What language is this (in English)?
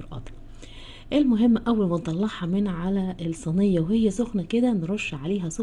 Egyptian Arabic